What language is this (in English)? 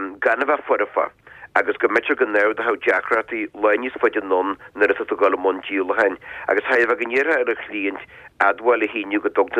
Irish